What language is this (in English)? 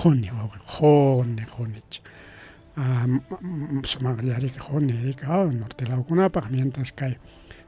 Ayacucho Quechua